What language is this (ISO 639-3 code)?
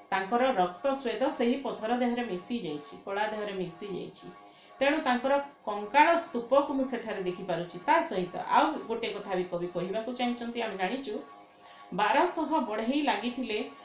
ori